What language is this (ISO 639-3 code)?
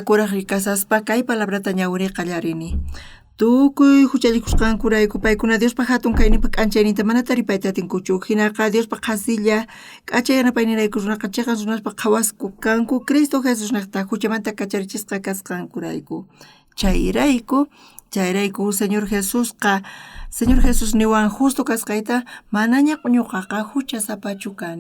quh